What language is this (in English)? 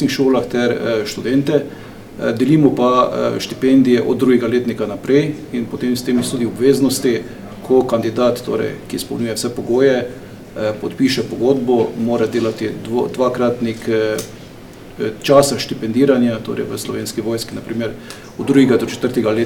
Slovenian